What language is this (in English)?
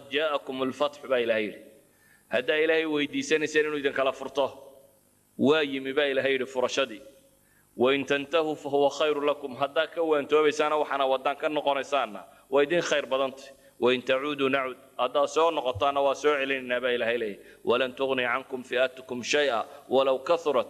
Somali